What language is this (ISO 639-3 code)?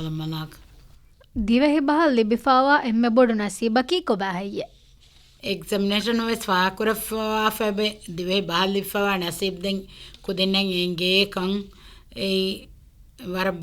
div